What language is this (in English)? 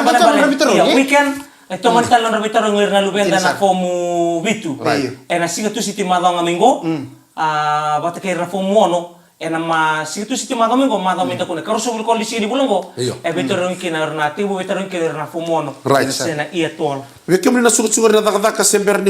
Fijian